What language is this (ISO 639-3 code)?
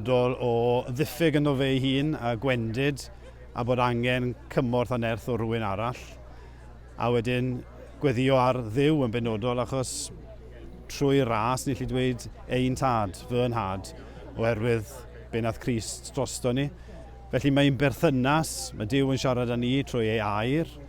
cym